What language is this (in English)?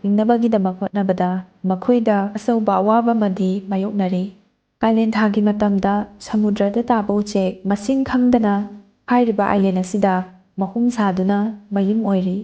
Manipuri